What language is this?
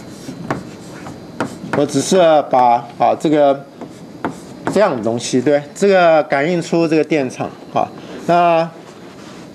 Chinese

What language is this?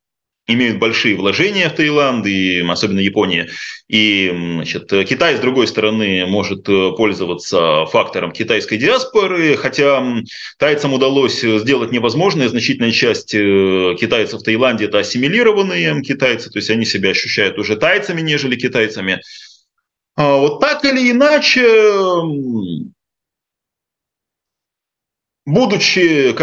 Russian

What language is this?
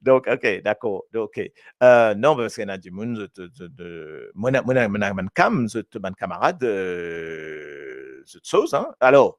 Morisyen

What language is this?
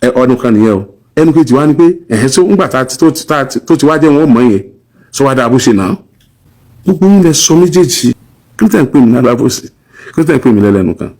Yoruba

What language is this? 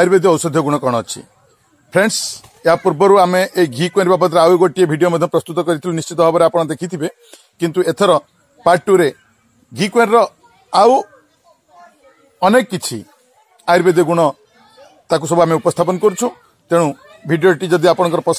Odia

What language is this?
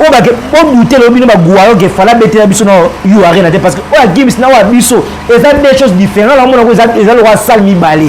Lingala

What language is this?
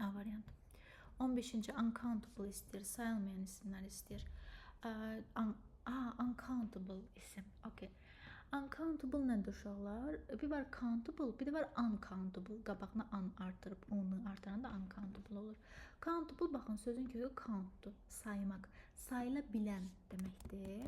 Azerbaijani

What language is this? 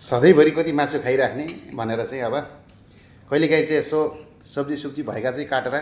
Nepali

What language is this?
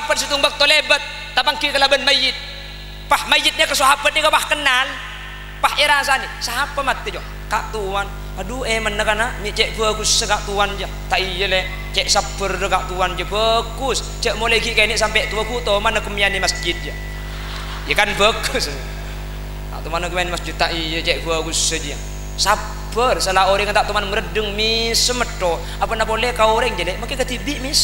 Madurese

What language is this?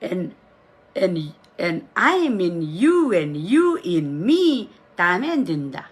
Pohnpeian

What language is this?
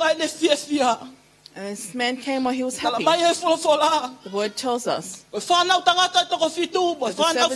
Tongan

